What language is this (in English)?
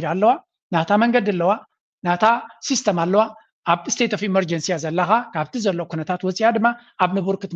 Tigrinya